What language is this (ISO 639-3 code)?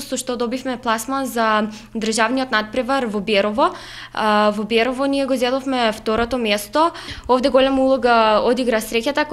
mkd